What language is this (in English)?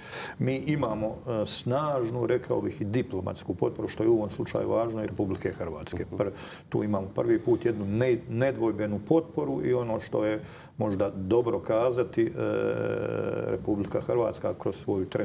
Croatian